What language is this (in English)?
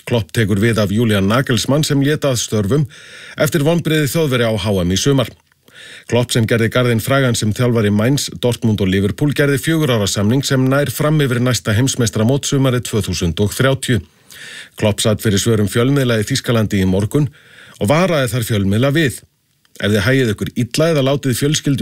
Icelandic